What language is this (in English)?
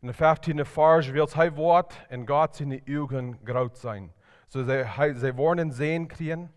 Plautdietsch